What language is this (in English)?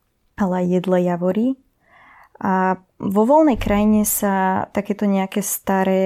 Slovak